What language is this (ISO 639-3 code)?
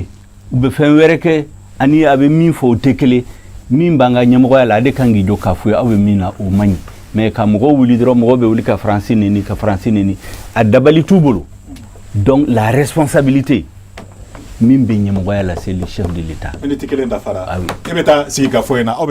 bam